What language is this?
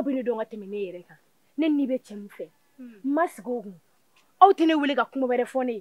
Bambara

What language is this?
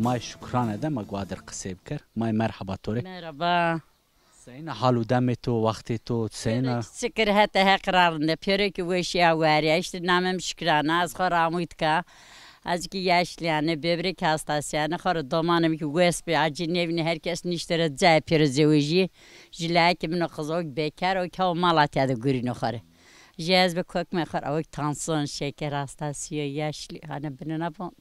Zaza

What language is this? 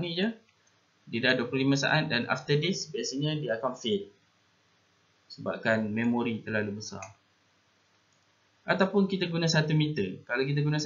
Malay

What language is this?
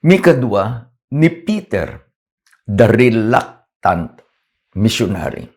Iloko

